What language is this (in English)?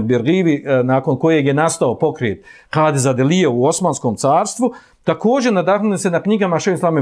Bosnian